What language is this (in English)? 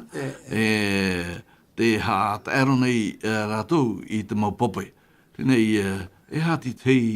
Tahitian